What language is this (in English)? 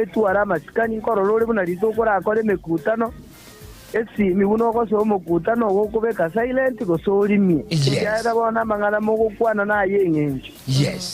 Gusii